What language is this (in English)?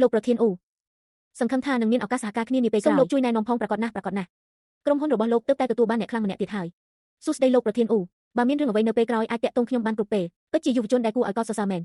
Khmer